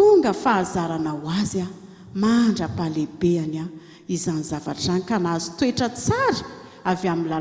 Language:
Malagasy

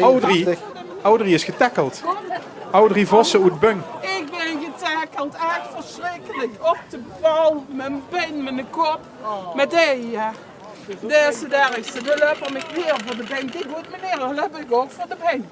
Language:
Limburgish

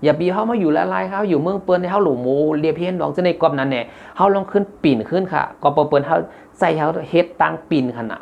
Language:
Shan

